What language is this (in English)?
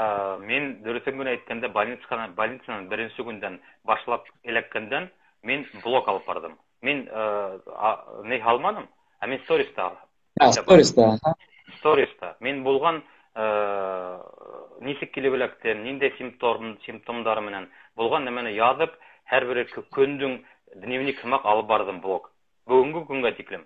Bashkir